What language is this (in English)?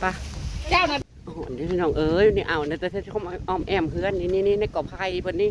Northeastern Thai